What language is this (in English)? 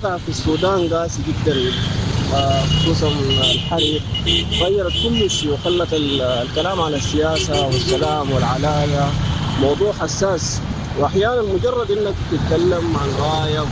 Sudanese Arabic